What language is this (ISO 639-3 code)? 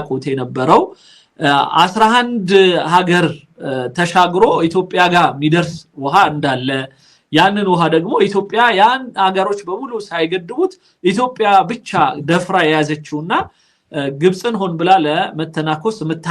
amh